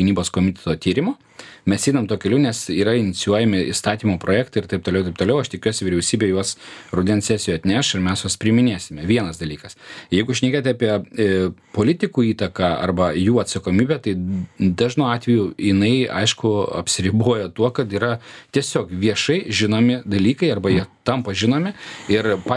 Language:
Lithuanian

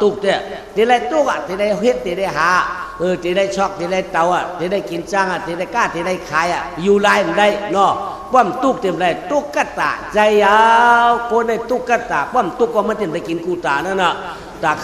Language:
Shan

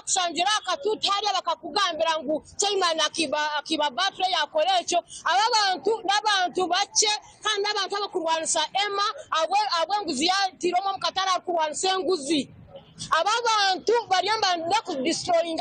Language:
Nyankole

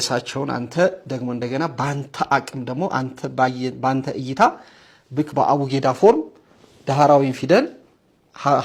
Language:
Amharic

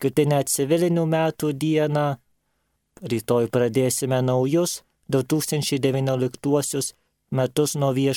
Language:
Lithuanian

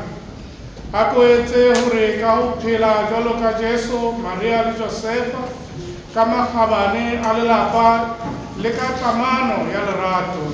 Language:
Southern Sotho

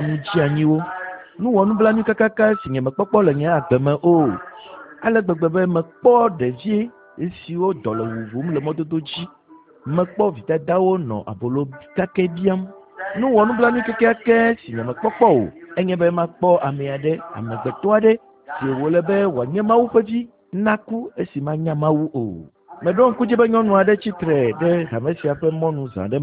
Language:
Ewe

